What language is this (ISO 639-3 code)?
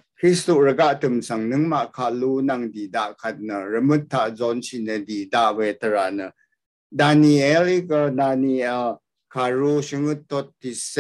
raw